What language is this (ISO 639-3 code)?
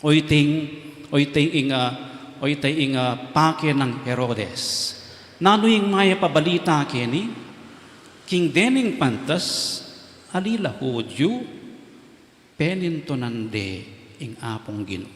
pam